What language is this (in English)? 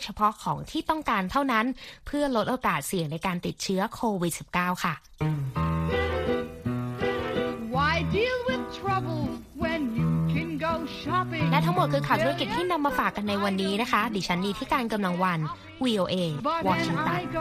Thai